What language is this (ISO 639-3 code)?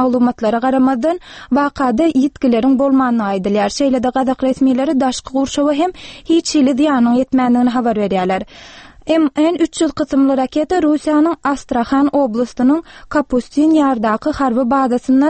tuk